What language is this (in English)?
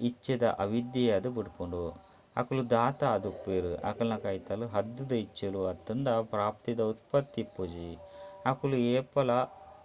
Tulu